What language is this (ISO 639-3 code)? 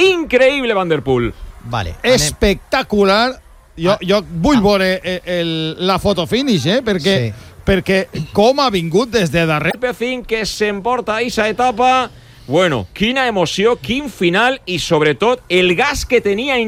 cat